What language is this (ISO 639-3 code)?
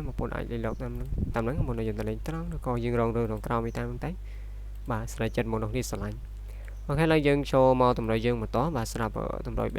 khm